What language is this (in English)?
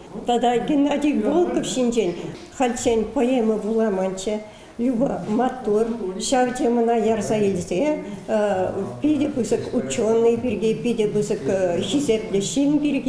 Chuvash